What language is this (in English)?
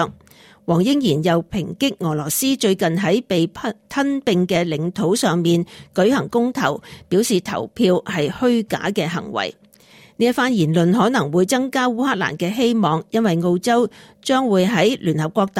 Cantonese